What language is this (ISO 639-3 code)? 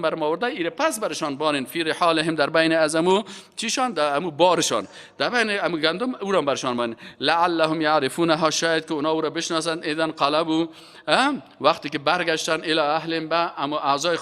fas